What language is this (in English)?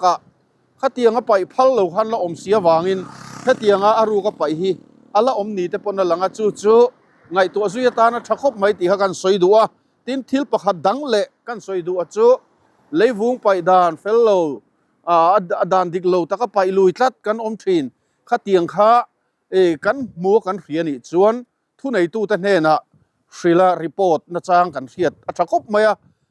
Mizo